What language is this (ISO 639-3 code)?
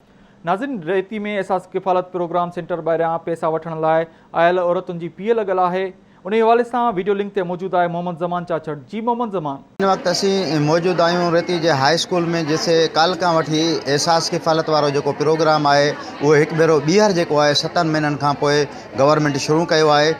snd